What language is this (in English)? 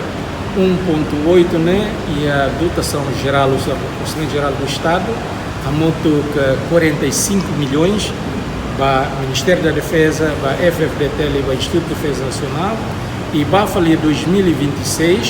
Tetum